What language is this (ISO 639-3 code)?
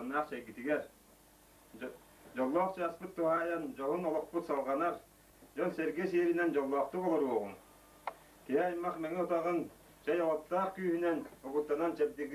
sah